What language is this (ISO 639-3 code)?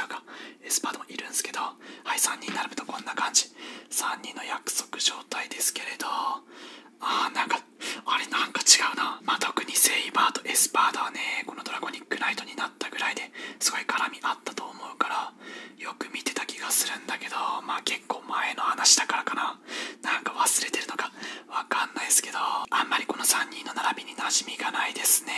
jpn